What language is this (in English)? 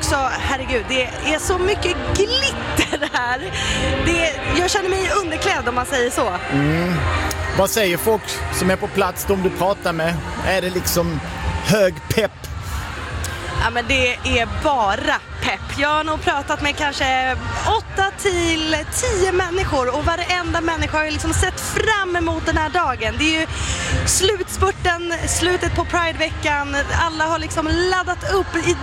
Swedish